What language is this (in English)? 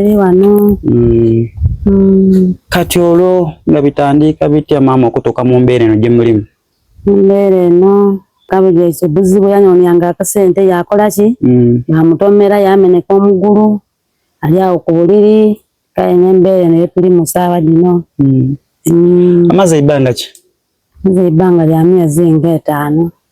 Soga